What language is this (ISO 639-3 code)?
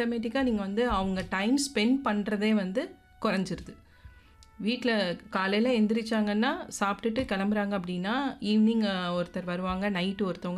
tam